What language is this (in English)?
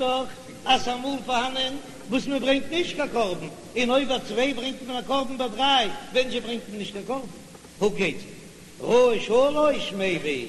Yiddish